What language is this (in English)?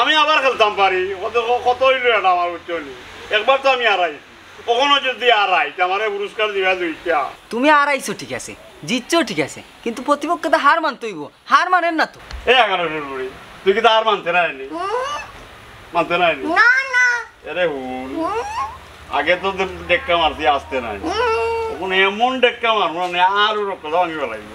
Sylheti